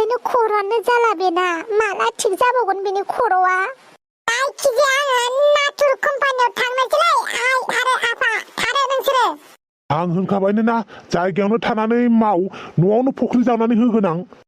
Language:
Bodo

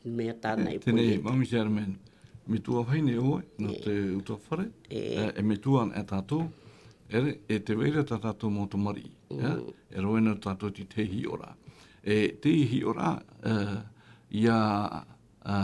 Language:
Tahitian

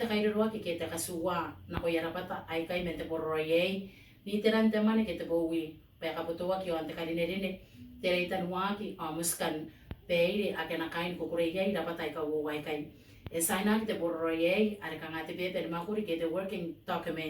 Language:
Gilbertese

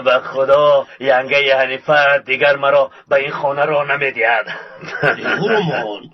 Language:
Tajik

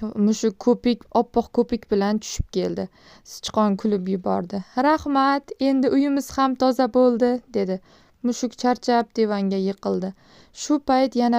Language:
Uzbek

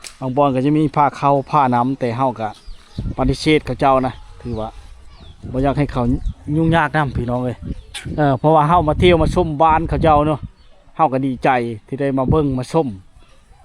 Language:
Lao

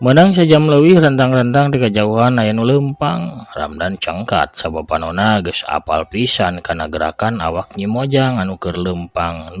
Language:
Sundanese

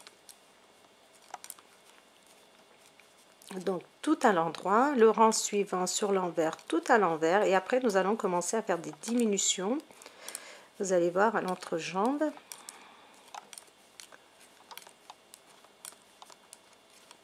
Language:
French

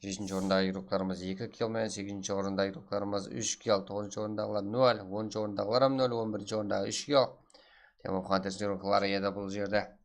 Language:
Kara-Kalpak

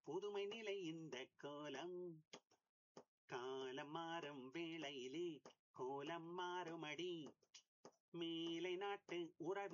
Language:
Tamil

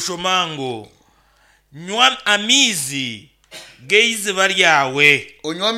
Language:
Nyankole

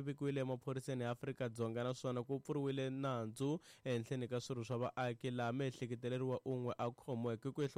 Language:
Tsonga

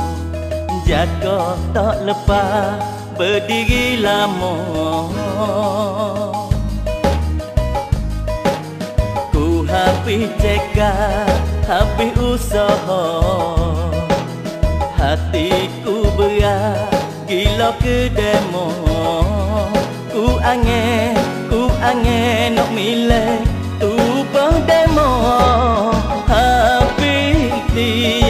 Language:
Malay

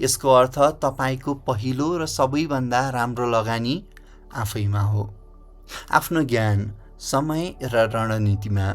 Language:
Nepali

